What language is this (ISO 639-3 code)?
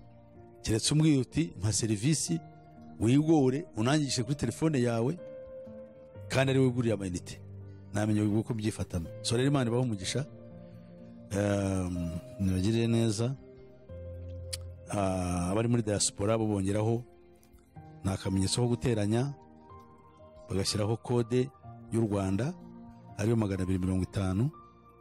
kin